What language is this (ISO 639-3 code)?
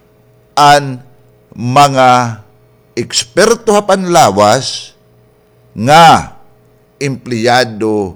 war